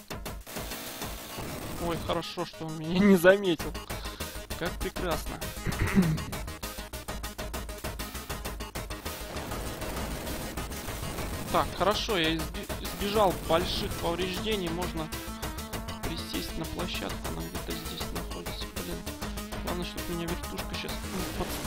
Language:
Russian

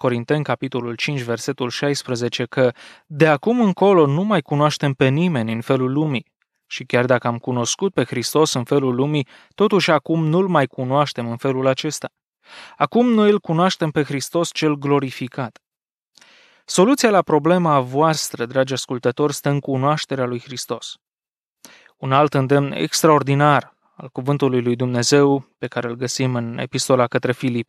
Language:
Romanian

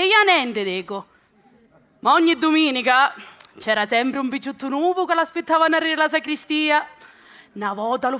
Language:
Sicilian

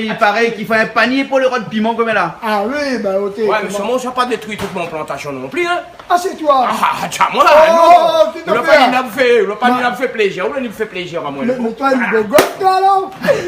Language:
Réunion Creole French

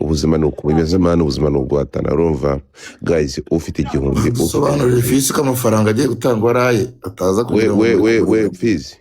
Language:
Kinyarwanda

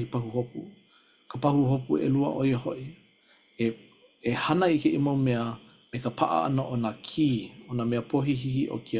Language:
Hawaiian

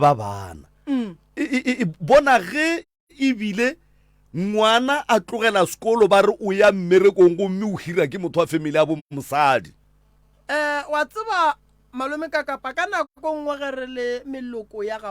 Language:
Northern Sotho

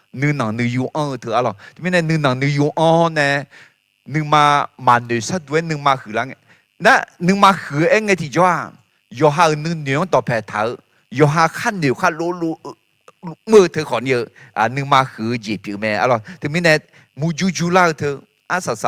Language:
Akha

